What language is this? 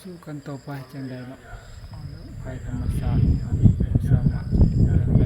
Northeastern Thai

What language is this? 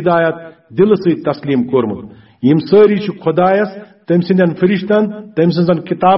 Kashmiri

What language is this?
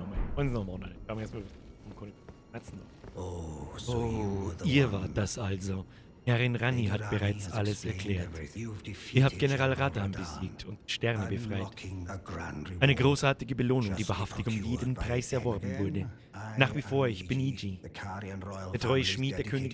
Bavarian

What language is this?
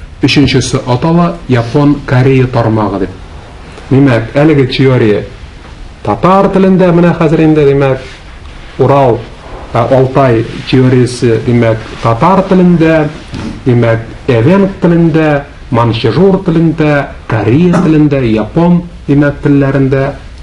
Tatar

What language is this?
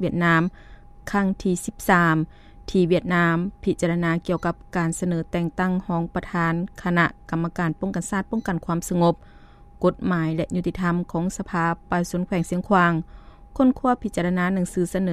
Lao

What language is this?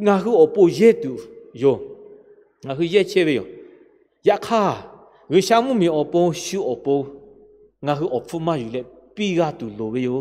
Lahu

